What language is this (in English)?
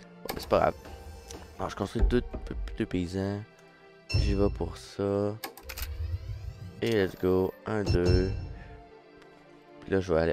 French